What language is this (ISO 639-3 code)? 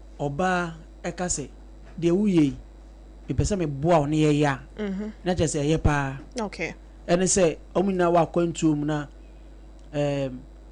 aka